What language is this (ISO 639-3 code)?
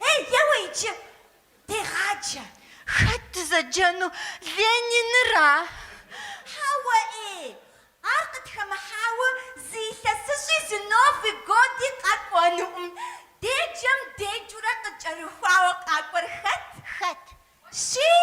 kbd